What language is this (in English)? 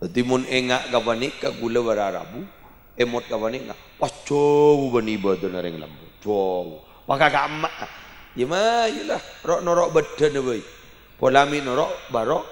Madurese